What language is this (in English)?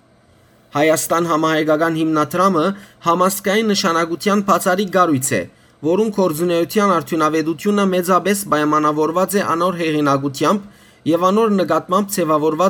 Western Armenian